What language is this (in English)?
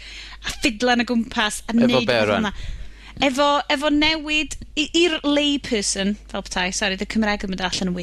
Welsh